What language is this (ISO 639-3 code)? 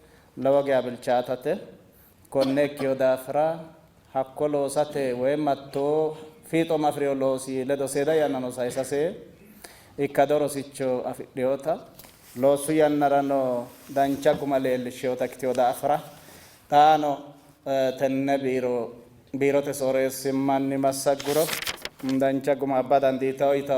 sid